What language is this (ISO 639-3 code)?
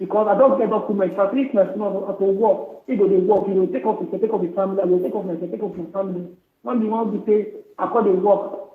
pcm